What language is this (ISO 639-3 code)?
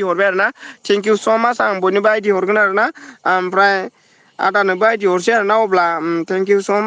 brx